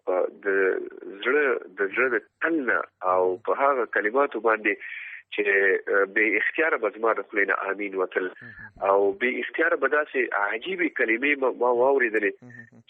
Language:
Pashto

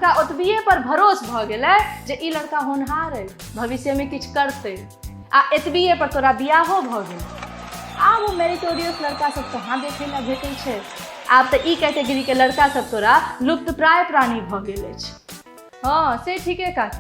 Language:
Maithili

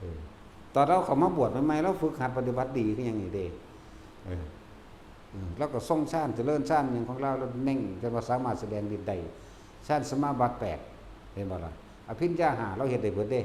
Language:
Northeastern Thai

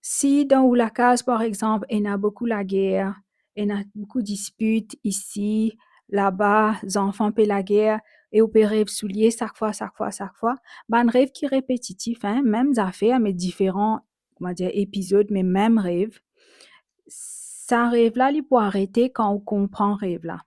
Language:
Morisyen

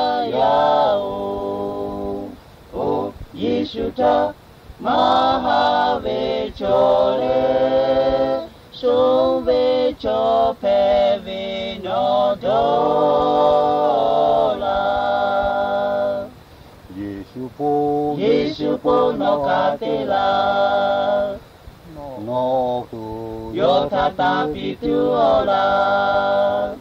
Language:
Lahu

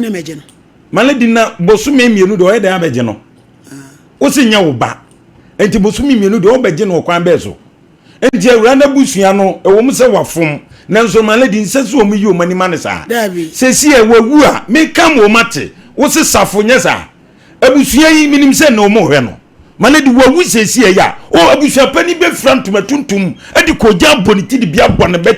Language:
Akan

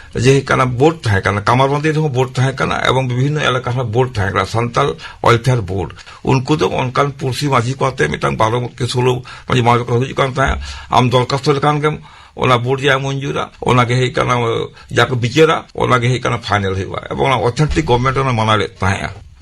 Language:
Santali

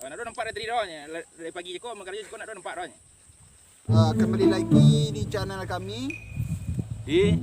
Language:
Minangkabau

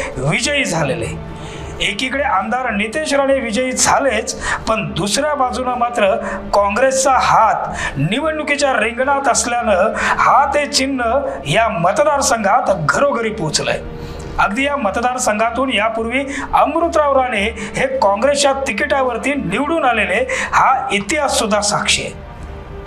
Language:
Marathi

